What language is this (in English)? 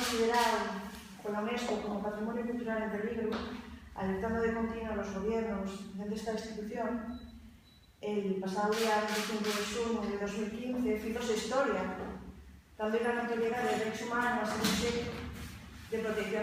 Asturian